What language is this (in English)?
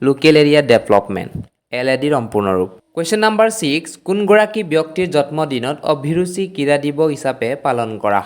Assamese